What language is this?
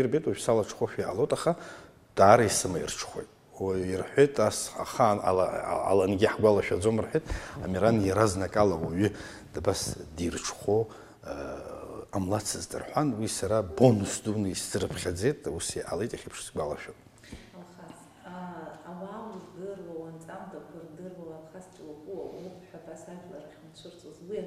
Abkhazian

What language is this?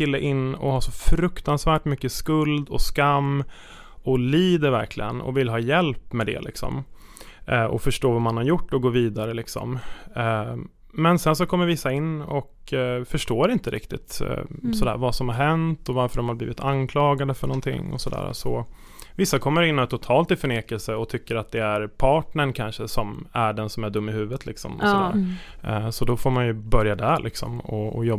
Swedish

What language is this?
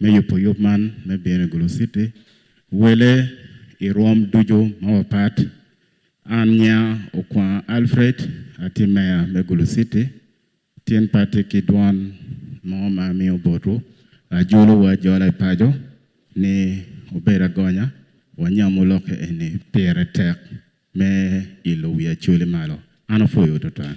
Acoli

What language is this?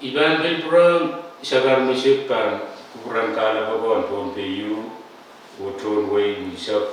Pohnpeian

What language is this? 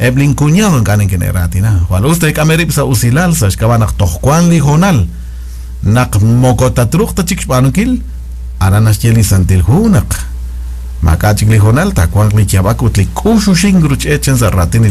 Kekchí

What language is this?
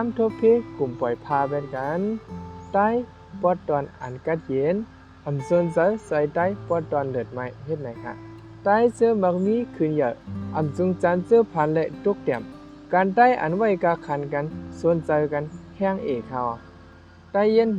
Shan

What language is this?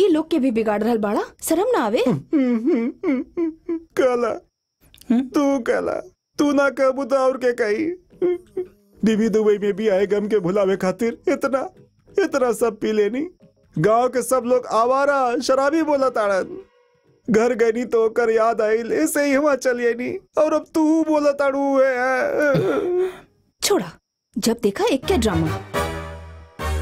Bhojpuri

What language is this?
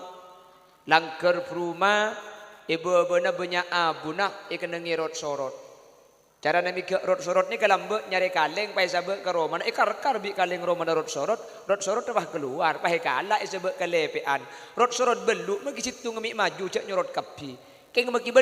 Madurese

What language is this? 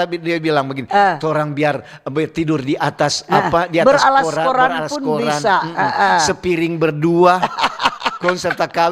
Manado Malay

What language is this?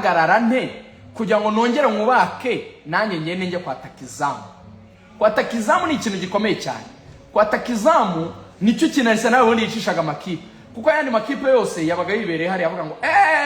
Kinyarwanda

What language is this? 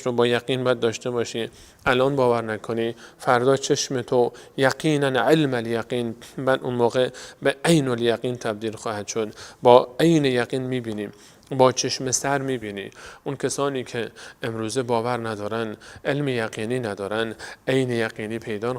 Persian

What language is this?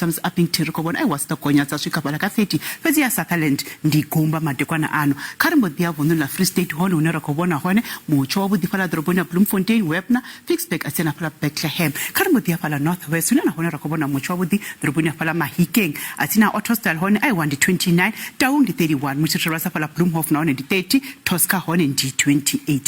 Venda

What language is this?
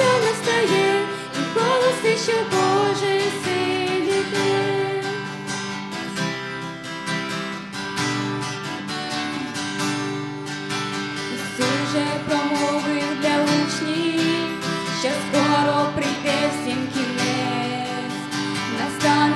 Ukrainian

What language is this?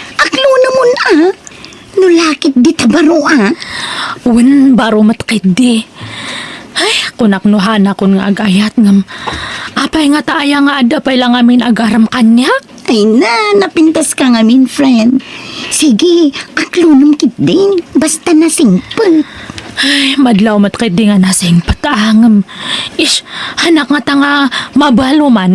Iloko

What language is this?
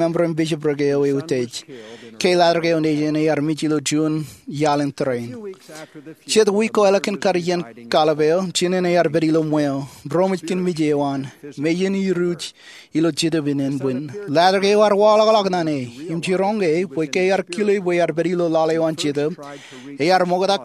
Marshallese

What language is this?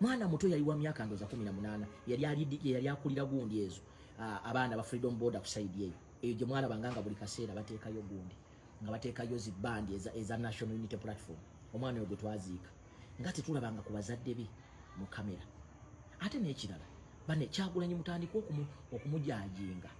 Ganda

